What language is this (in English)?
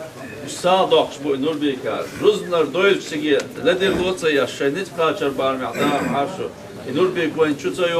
Chechen